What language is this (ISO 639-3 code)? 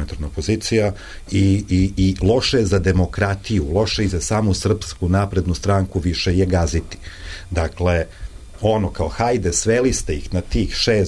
srp